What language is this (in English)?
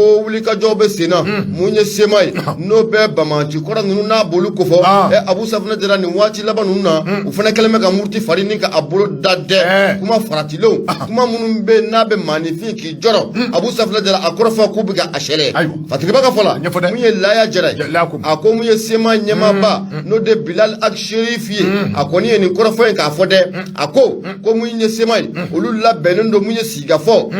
Bambara